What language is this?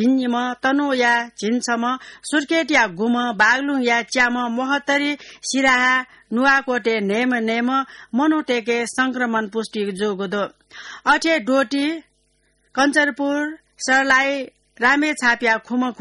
Newari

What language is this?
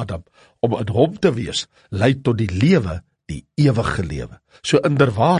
Afrikaans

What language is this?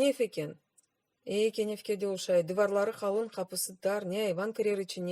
Crimean Tatar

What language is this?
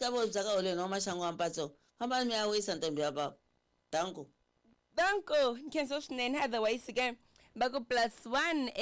Tsonga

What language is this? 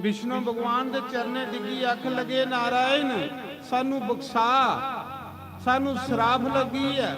Dogri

